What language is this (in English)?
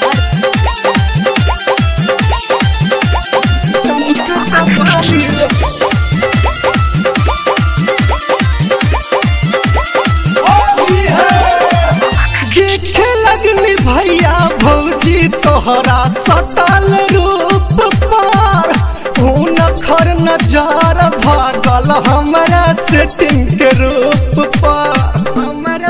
Bhojpuri